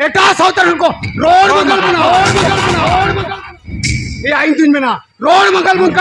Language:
Santali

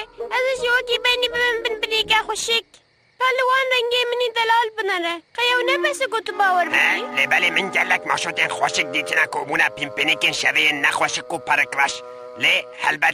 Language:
Kurdish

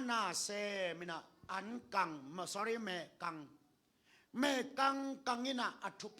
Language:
Tedim Chin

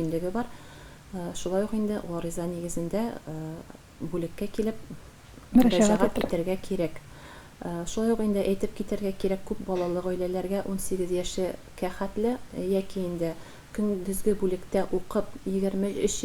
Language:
Tatar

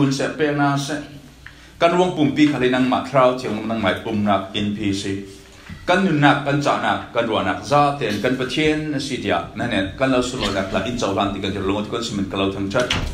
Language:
Falam Chin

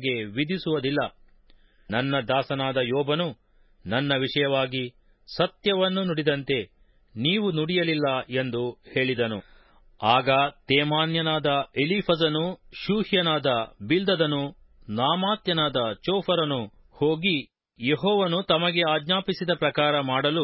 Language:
Kannada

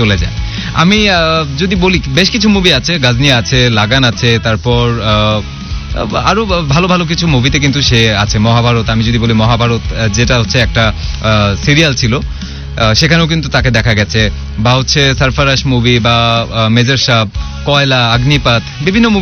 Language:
Bangla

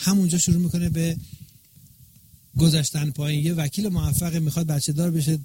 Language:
Persian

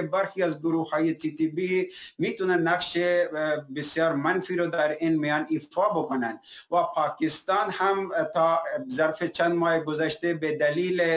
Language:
Persian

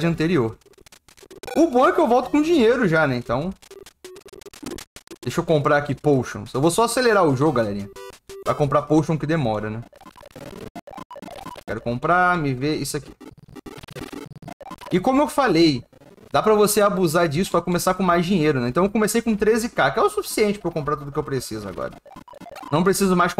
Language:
Portuguese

